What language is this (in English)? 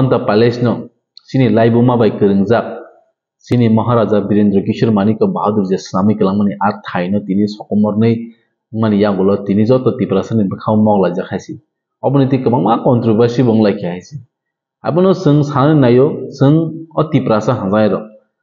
Kok Borok